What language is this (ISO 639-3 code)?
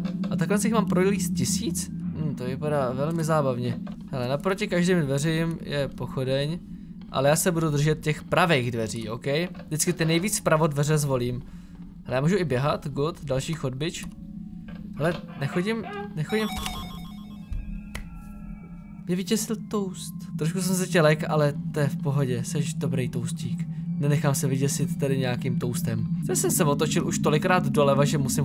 ces